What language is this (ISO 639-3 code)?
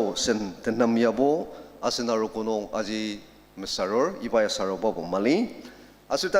njo